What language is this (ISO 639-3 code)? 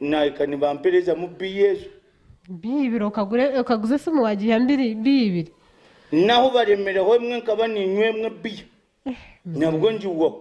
nyn